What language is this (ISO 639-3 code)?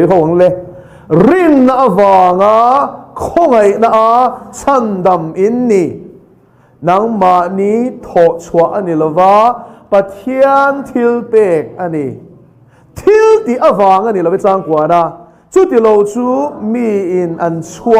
lus